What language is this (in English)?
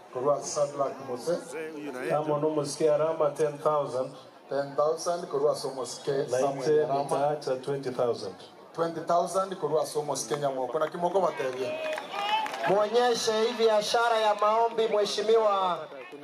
Gusii